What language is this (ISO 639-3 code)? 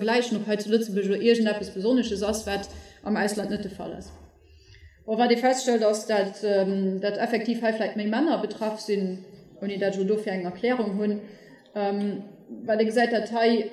ltz